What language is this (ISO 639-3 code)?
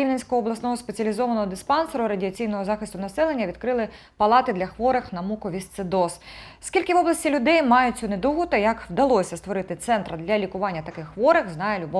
ukr